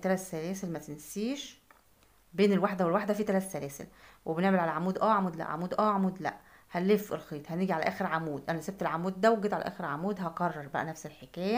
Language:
Egyptian Arabic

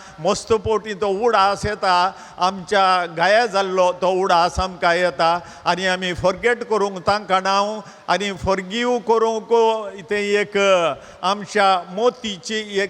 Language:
Konkani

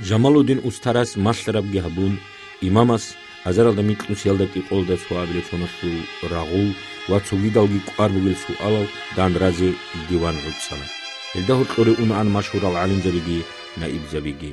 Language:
Avaric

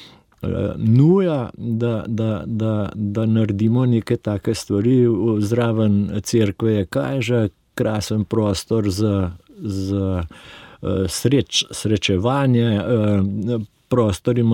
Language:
Slovenian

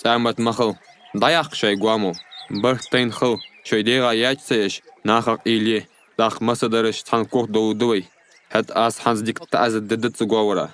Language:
Ingush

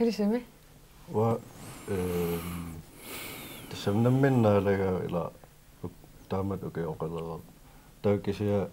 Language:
Kalaallisut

